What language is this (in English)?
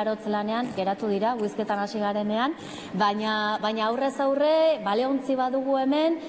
Basque